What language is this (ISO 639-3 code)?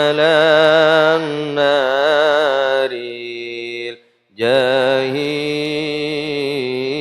mad